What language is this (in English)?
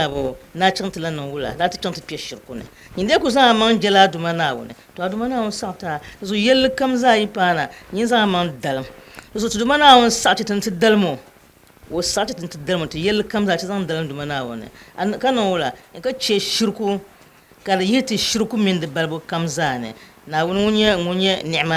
Dagbani